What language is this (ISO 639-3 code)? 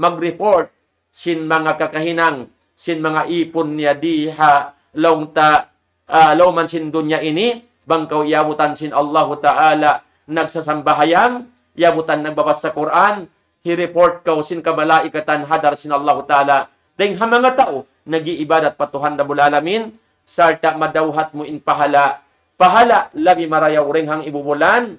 tsg